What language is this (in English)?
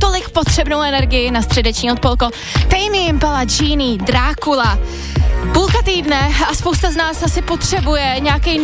Czech